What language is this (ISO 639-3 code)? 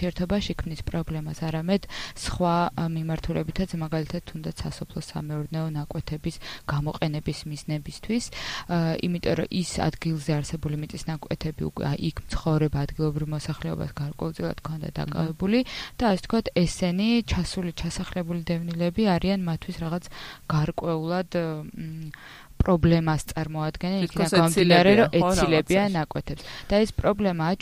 kat